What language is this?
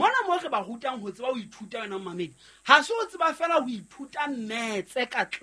Southern Sotho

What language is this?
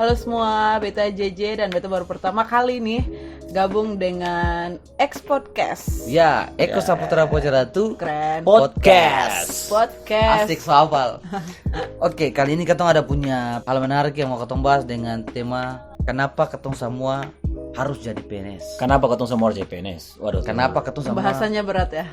Ambonese Malay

